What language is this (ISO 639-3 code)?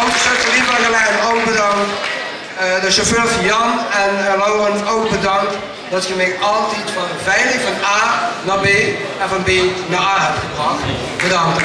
lim